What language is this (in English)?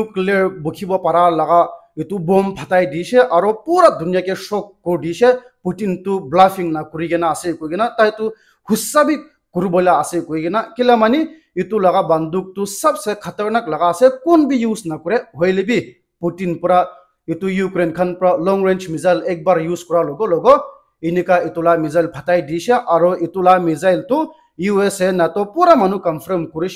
Naga Pidgin